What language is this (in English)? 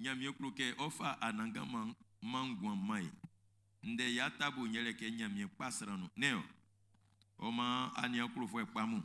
Baoulé